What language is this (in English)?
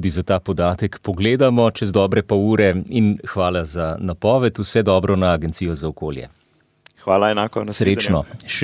Slovenian